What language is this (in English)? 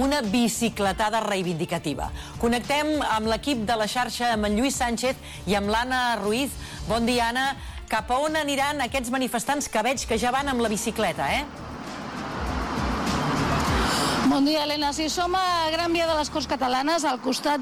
Catalan